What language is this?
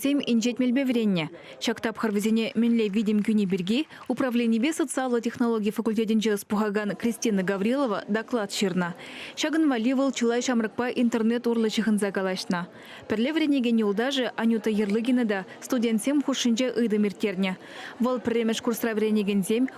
Chuvash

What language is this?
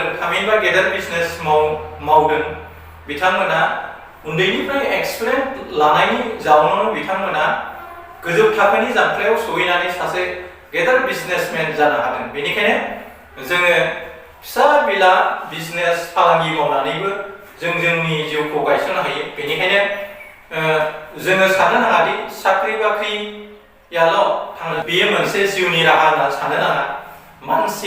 Bodo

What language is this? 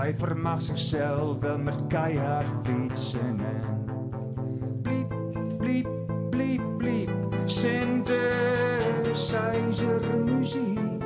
Western Frisian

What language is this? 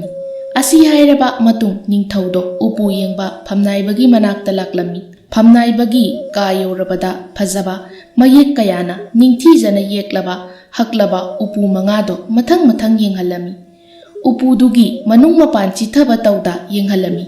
Manipuri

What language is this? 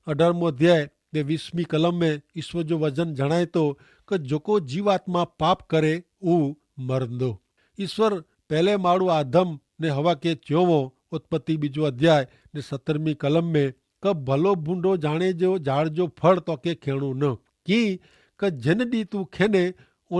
Kachhi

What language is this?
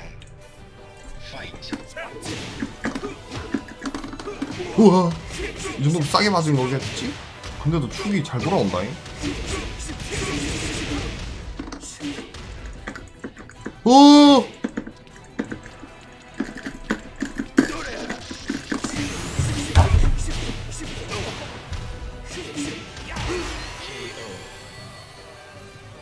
Korean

